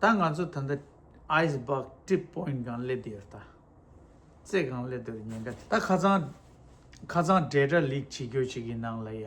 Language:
Tibetan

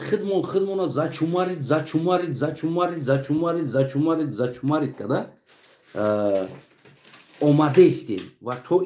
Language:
Tajik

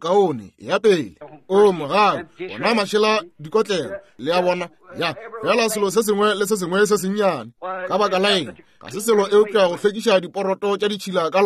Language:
Northern Sotho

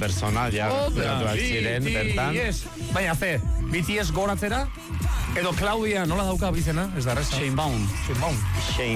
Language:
Basque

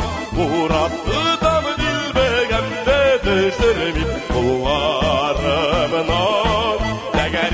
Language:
Tatar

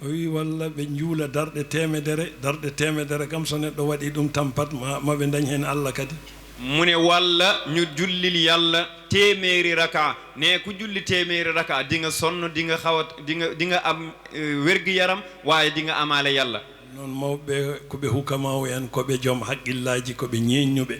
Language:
Fula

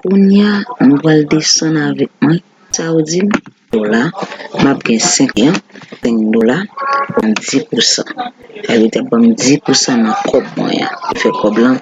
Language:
Haitian Creole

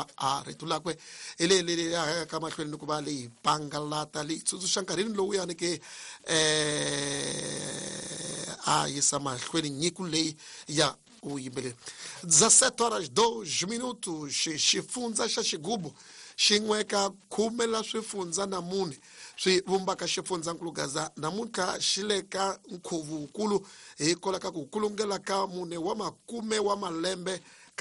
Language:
Tsonga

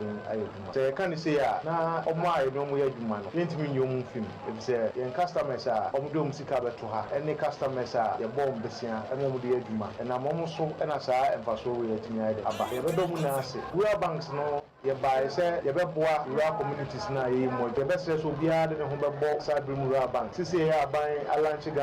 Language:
Akan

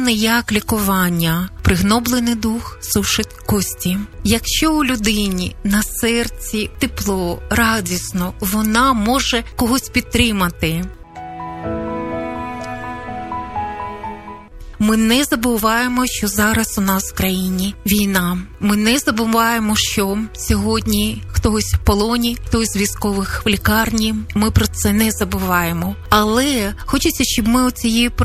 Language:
Ukrainian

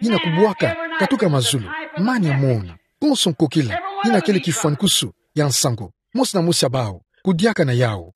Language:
Kituba (Democratic Republic of Congo)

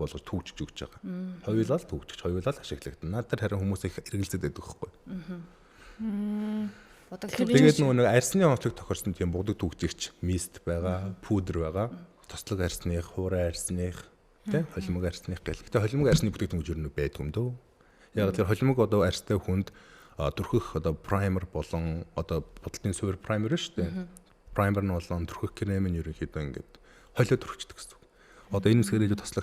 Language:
Mongolian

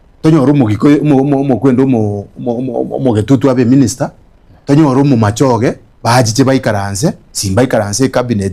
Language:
Gusii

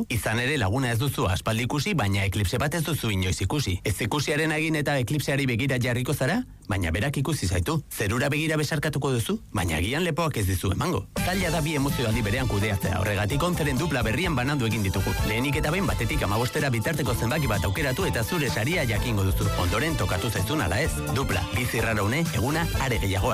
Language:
Basque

